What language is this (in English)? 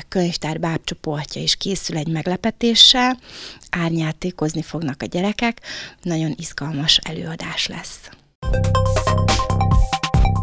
Hungarian